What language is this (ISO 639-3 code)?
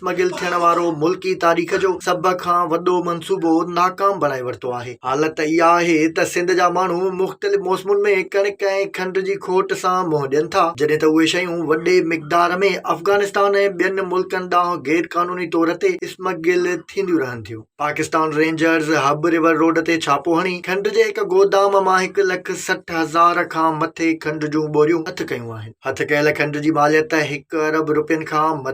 snd